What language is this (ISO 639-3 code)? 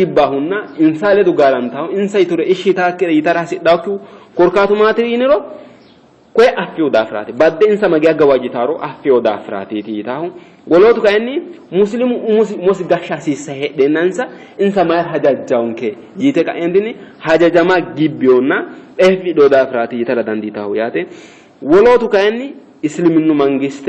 sid